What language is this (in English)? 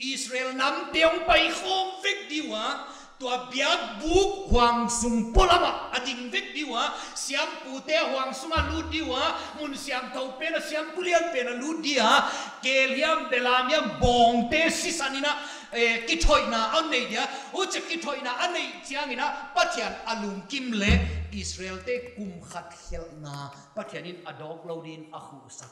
Paite Chin